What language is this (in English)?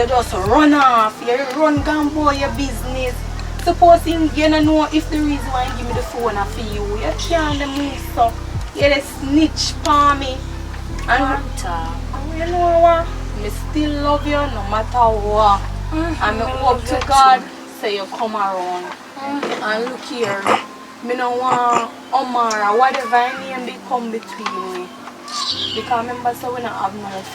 Jamaican Creole English